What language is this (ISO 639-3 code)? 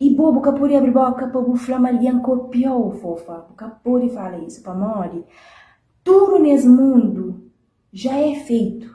kea